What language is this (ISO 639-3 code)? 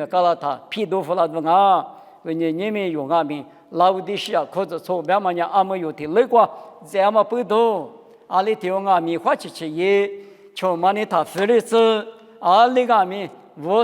lis